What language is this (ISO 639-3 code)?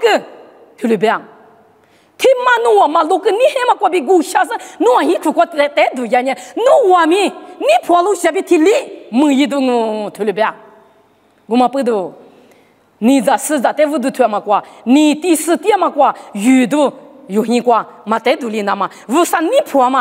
lis